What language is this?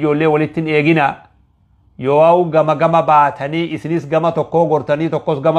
Oromo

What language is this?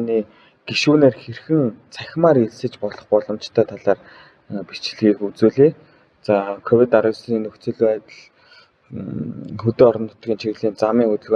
Mongolian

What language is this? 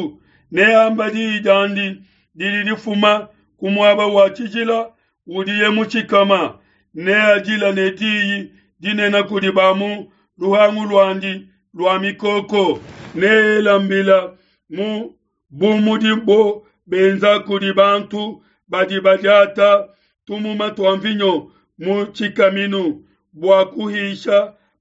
Luba-Lulua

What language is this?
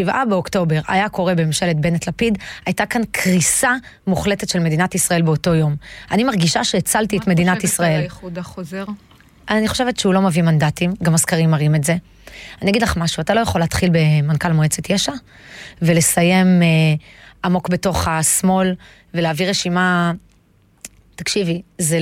Hebrew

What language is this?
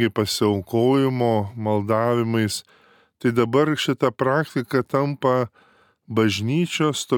Lithuanian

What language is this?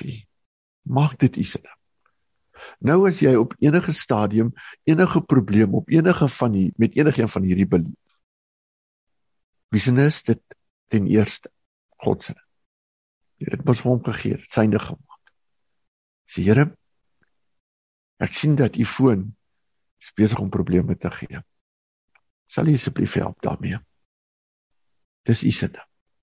Afrikaans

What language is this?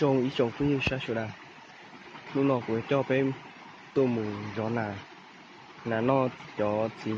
Hmong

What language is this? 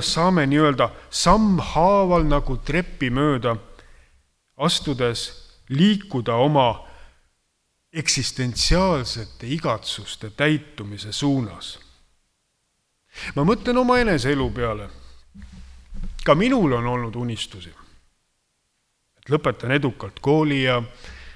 Estonian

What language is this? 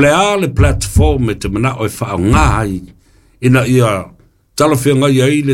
Samoan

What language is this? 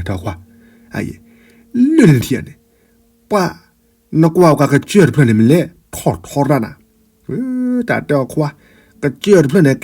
S'gaw Karen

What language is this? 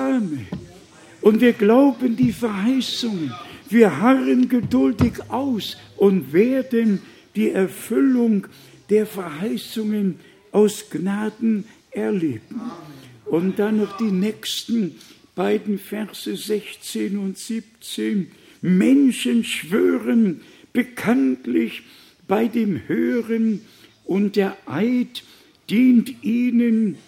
German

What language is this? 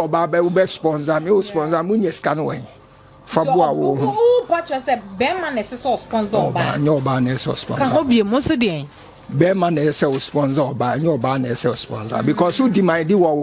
Akan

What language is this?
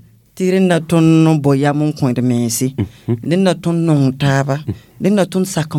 Mossi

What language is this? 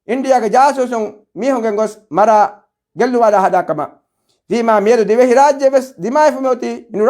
Divehi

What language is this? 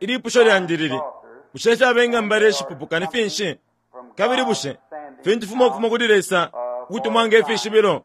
Bemba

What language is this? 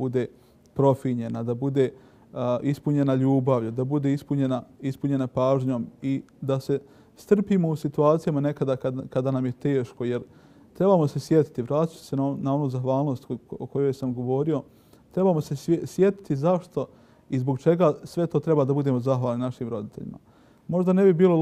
Bosnian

